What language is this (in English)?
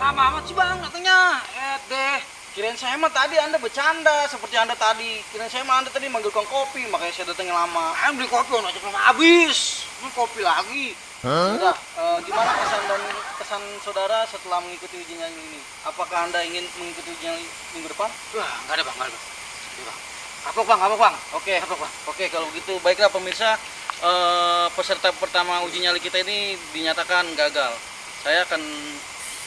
Betawi